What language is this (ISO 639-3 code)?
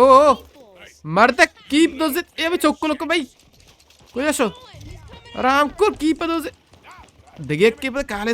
bal